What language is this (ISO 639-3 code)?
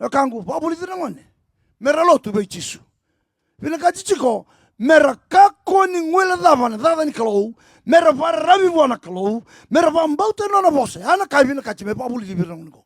fij